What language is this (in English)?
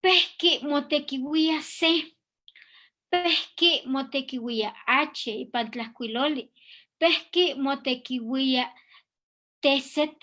Eastern Huasteca Nahuatl